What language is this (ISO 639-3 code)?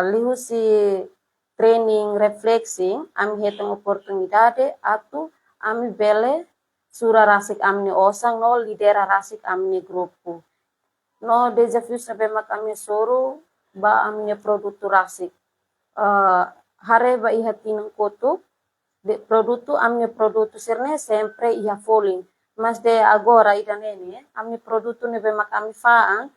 tet